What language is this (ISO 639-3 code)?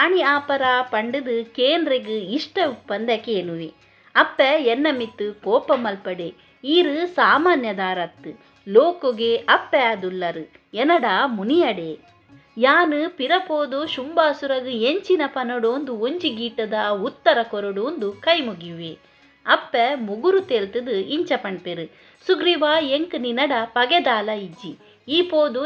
tcy